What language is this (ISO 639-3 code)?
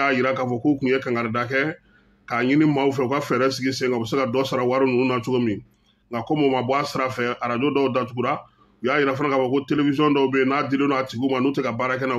bam